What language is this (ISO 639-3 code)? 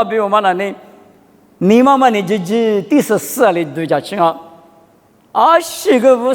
lis